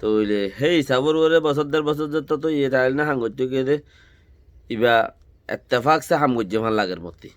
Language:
Rohingya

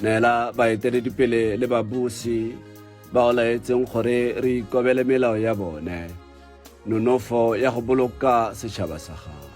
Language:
Tswana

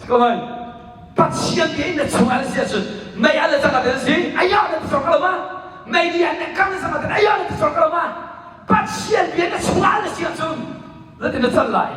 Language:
Hakha Chin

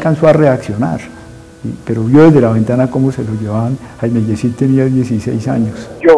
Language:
Spanish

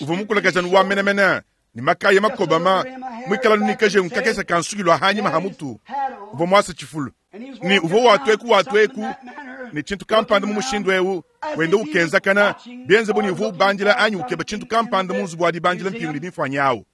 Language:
Luba-Lulua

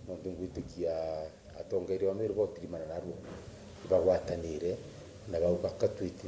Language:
Meru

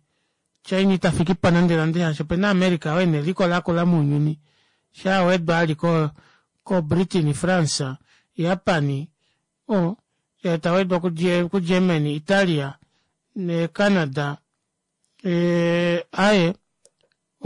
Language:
Kuanyama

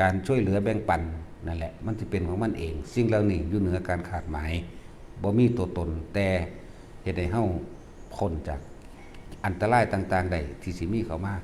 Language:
Northeastern Thai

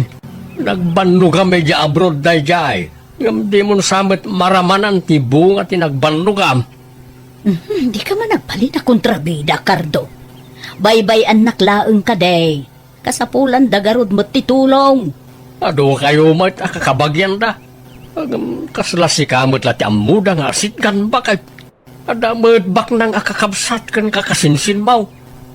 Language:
Iloko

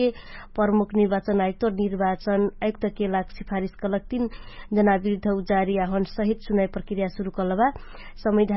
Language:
Dangaura Tharu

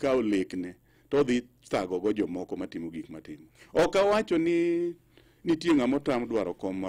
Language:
Luo (Kenya and Tanzania)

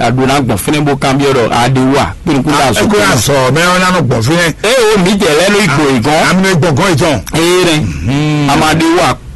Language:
Fon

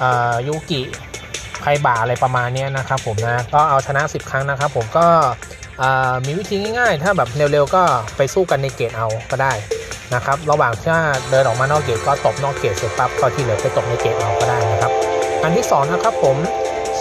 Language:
Thai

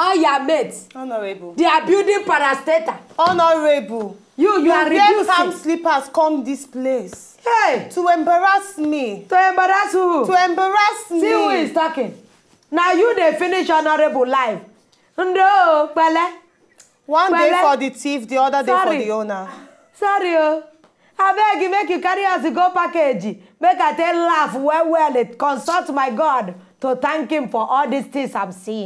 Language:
Nigerian Pidgin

